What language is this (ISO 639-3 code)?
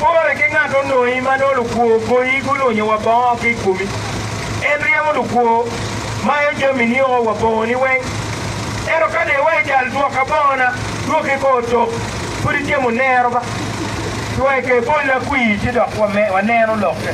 ach